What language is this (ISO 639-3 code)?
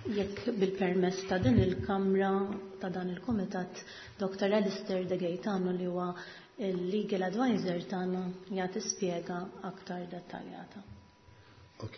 mlt